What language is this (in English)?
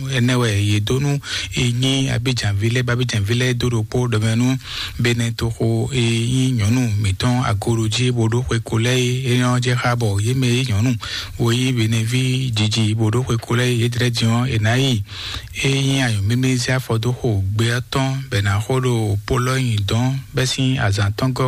Fon